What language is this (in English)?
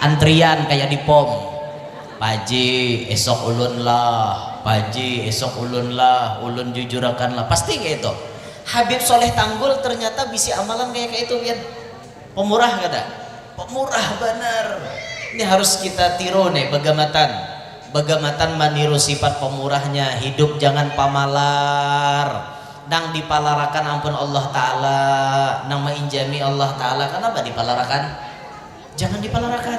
Banjar